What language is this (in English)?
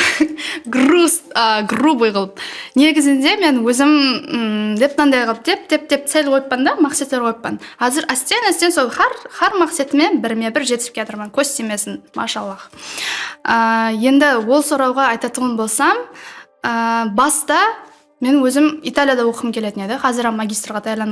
Kara-Kalpak